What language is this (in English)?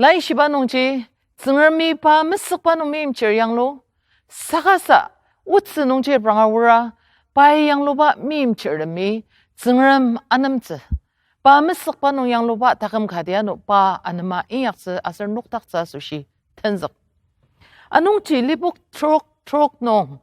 Ao Naga